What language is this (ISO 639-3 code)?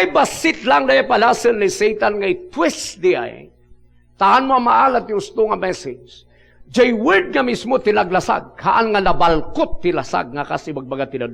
ilo